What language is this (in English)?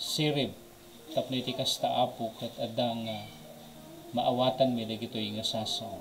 Iloko